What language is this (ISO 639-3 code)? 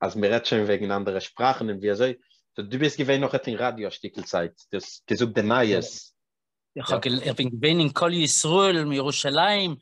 yid